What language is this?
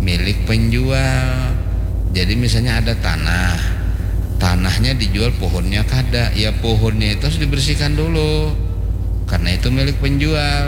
Banjar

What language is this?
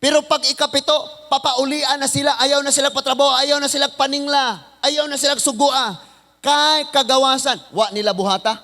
Cebuano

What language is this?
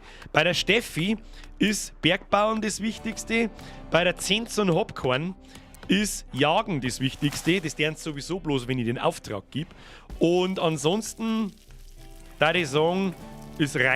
Bavarian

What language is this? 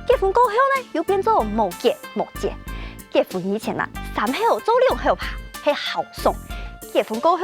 Hakka Chinese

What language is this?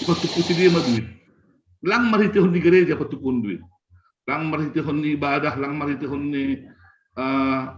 Batak Simalungun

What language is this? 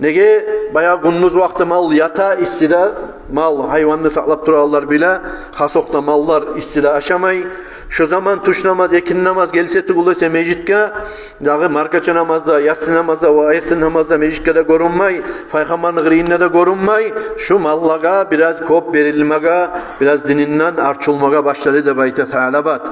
Kumyk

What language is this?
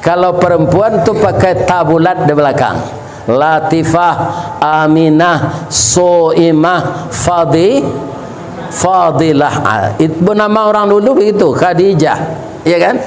Minangkabau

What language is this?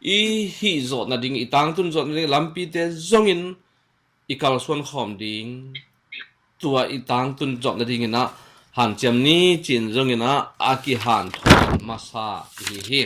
Tedim Chin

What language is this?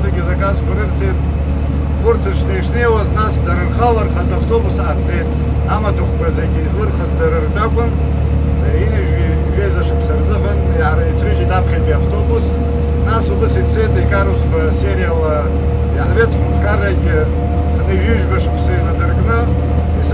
Abkhazian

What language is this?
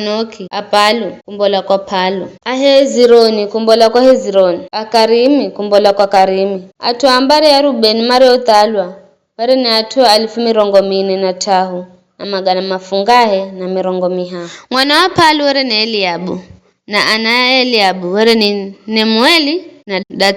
Giryama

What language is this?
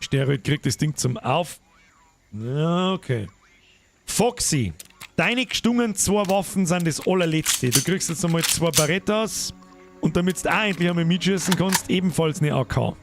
Bavarian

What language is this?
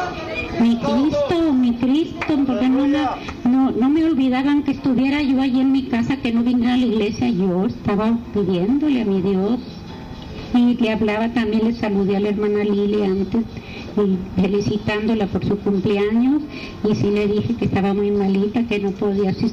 Spanish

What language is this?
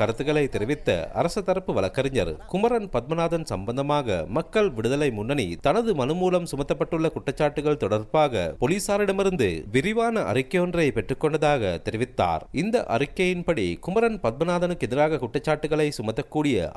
Tamil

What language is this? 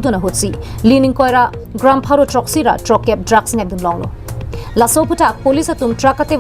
Karbi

